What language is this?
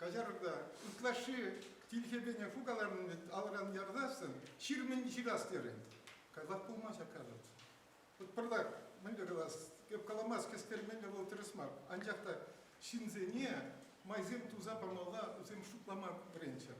Chuvash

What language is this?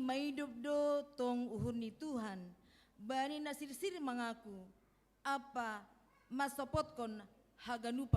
Batak Simalungun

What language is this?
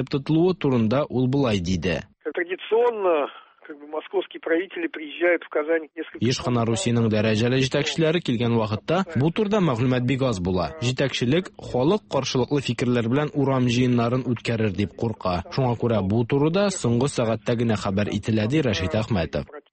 Tatar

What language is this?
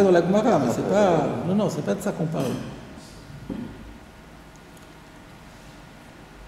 French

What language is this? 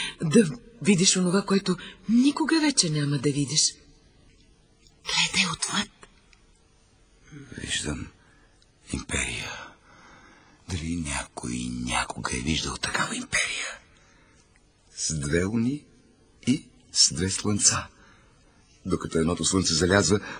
Bulgarian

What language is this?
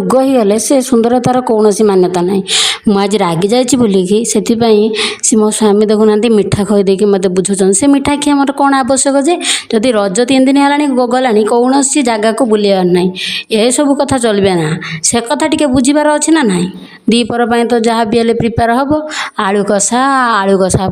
Odia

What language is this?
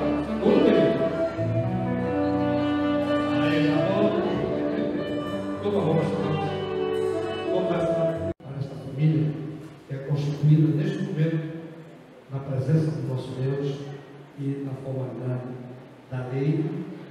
Portuguese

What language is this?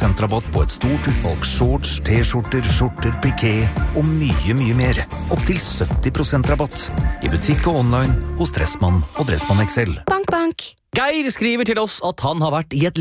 Norwegian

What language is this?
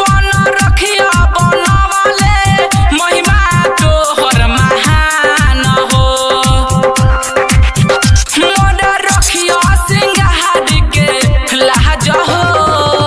Bhojpuri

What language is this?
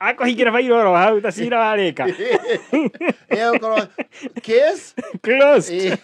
Kikuyu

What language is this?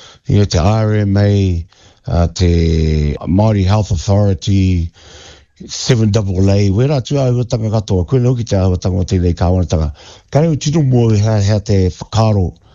Māori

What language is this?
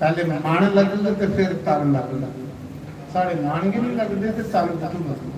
Dogri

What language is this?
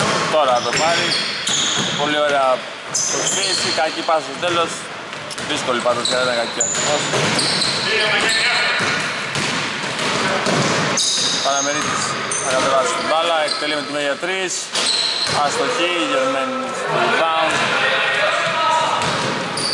Greek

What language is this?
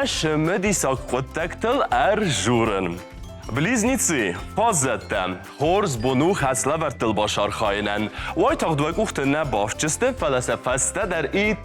Ossetic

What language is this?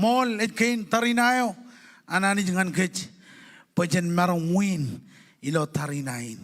Marshallese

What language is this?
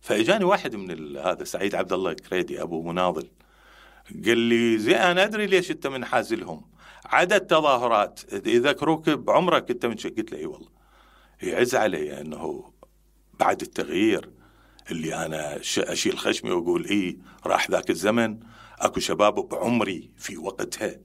Mesopotamian Arabic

